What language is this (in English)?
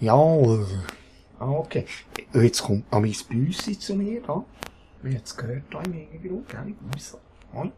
Swiss German